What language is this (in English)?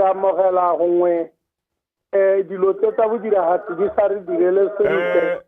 Tswana